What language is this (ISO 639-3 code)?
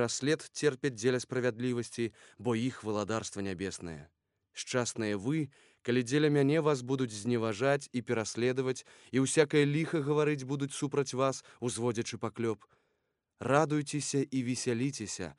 bel